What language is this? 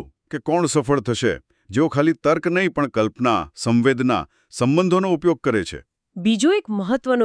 Gujarati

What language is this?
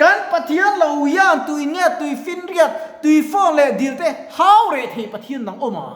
Mizo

